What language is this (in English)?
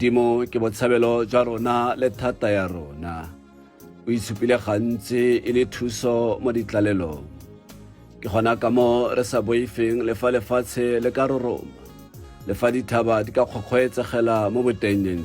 Tswana